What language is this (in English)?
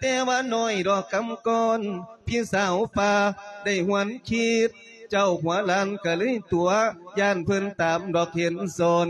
Lao